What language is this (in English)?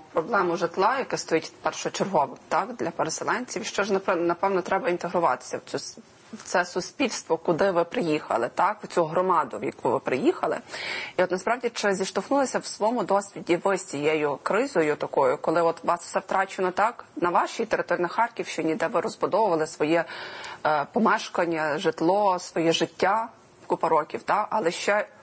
Ukrainian